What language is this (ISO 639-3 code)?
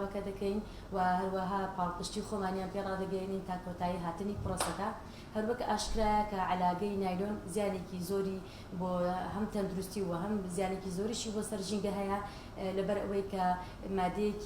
ckb